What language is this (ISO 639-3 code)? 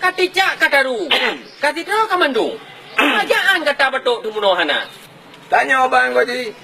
ace